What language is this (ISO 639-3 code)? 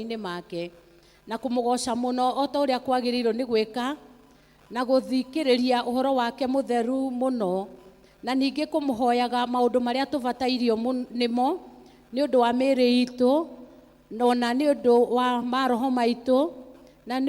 kik